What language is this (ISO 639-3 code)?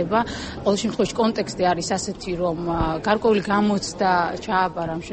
kat